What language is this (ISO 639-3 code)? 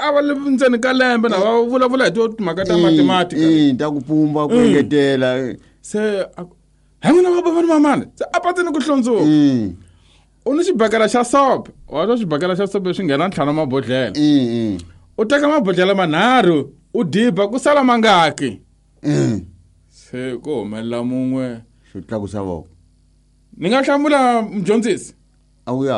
tso